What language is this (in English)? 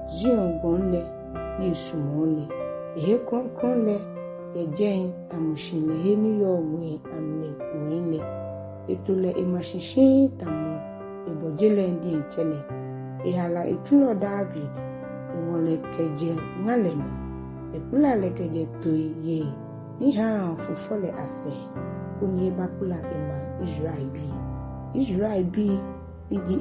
Ga